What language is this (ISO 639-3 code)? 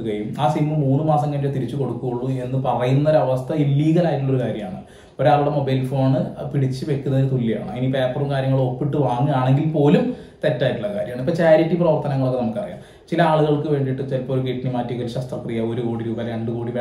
mal